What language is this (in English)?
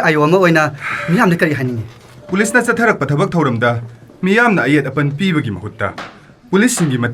Manipuri